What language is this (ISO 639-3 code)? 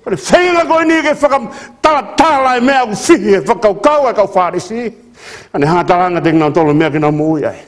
ton